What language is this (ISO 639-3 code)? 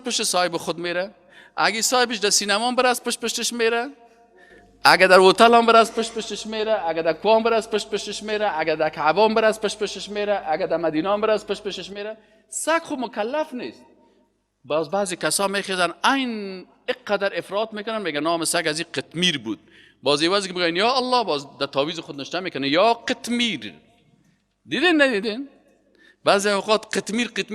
fas